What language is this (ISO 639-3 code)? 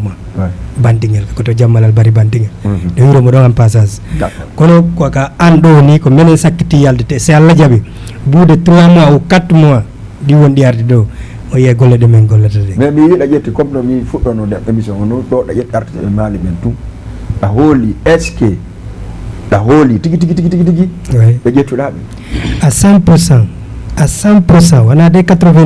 ful